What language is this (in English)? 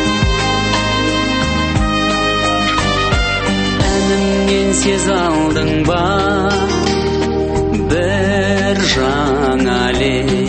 Kazakh